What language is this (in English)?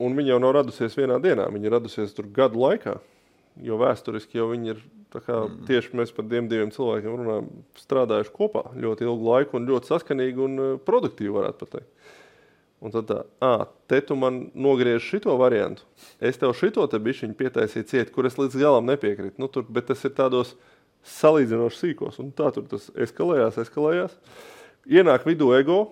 Latvian